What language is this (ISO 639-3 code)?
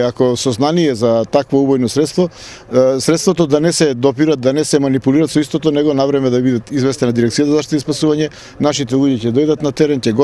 mkd